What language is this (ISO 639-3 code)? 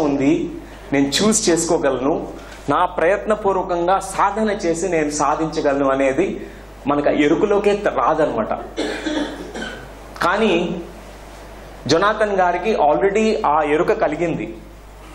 tel